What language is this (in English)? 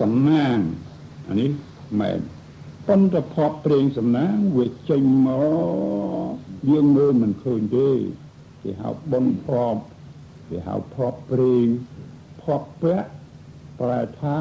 Khmer